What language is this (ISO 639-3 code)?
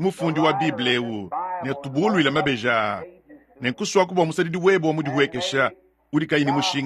lua